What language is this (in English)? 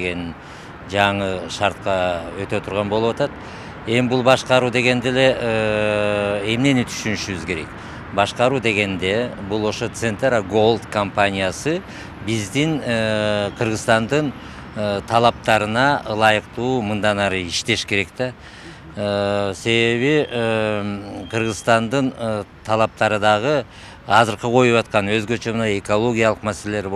Kyrgyz